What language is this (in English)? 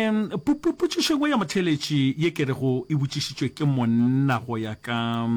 Northern Sotho